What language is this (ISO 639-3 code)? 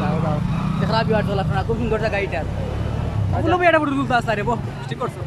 syl